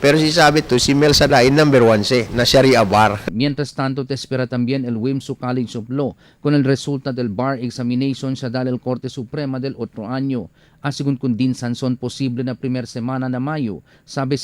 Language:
Chavacano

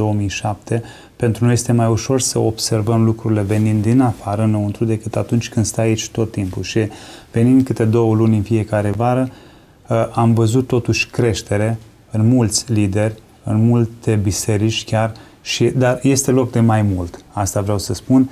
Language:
Romanian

